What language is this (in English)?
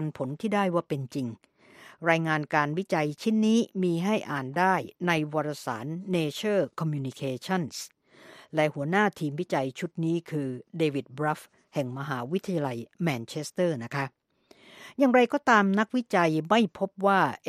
Thai